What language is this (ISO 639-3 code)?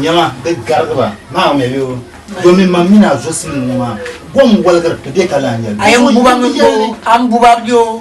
dag